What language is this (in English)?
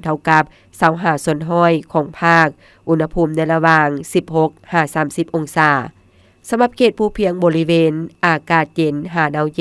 Lao